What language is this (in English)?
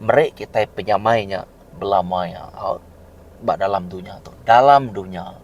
Iban